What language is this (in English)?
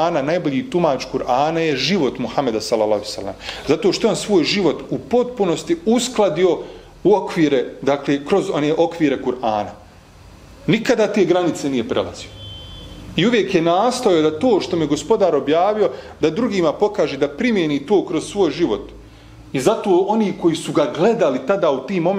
Bosnian